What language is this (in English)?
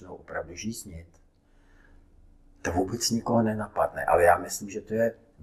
Czech